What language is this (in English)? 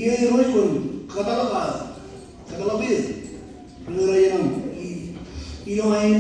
Marshallese